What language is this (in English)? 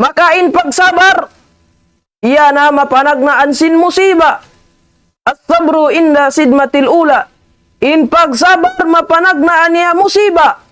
Tausug